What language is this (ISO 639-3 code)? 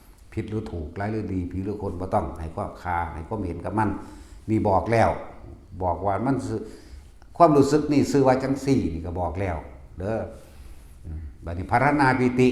tts